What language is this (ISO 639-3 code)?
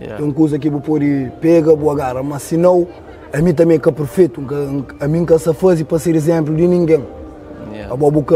kea